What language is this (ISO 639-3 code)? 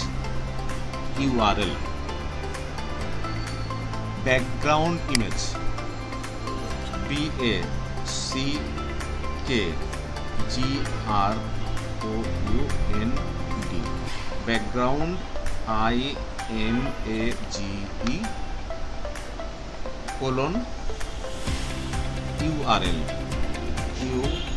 ben